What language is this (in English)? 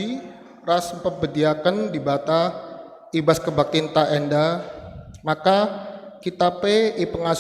Batak Karo